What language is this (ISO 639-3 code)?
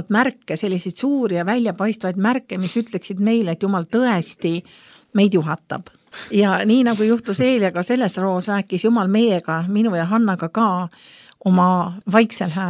est